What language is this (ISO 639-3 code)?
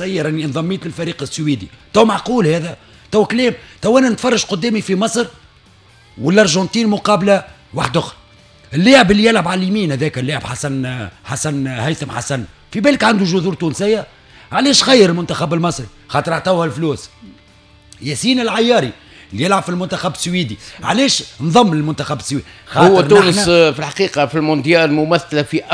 aeb